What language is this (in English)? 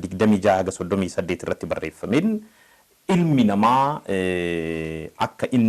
Oromo